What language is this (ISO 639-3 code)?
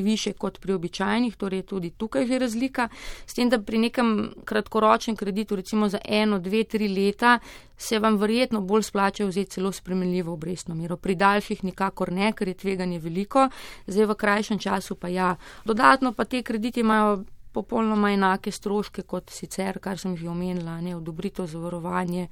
slv